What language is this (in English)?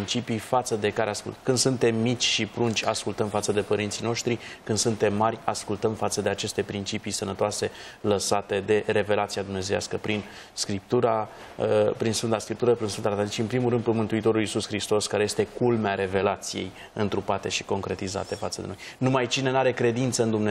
Romanian